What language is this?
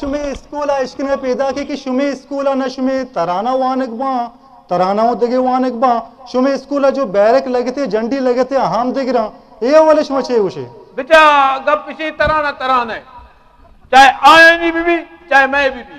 Eastern Balochi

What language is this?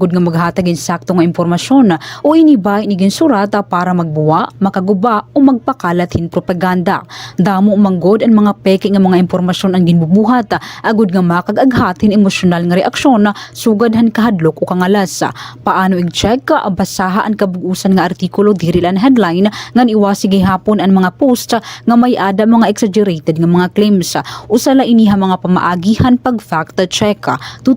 Waray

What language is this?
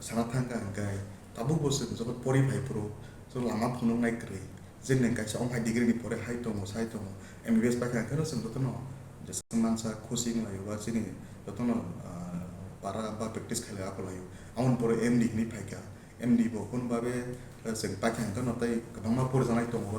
Kok Borok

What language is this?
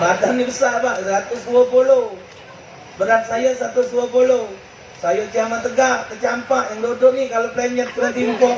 Musi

